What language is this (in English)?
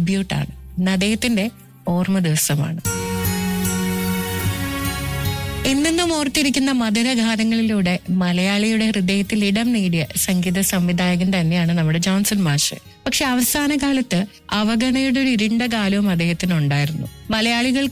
Malayalam